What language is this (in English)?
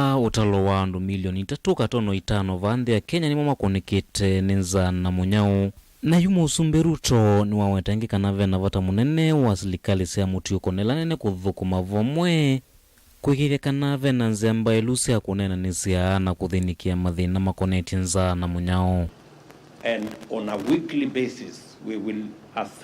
Kamba